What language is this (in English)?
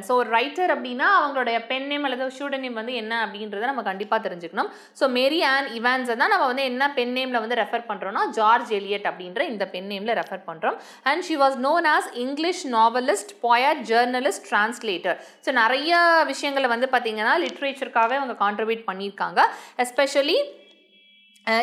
Tamil